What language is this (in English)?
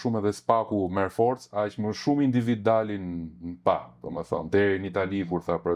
Albanian